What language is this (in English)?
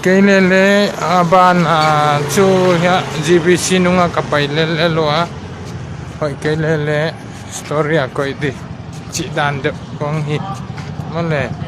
Paite Chin